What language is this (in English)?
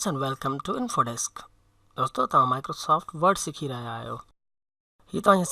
Sindhi